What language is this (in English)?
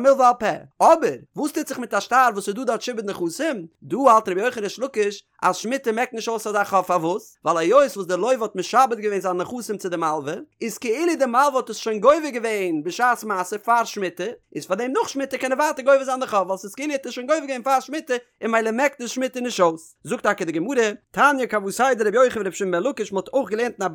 Yiddish